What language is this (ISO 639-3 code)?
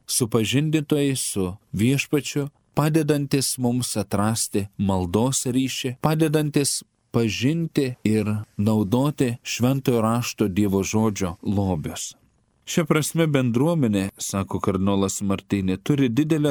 lit